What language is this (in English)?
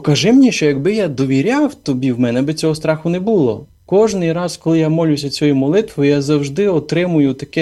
Ukrainian